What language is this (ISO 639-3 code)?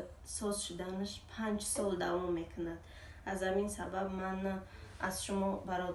tgk